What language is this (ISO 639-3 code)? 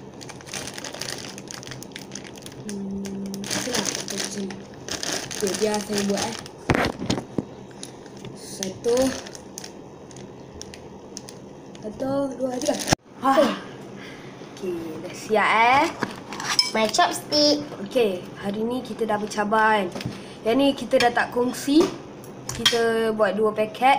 msa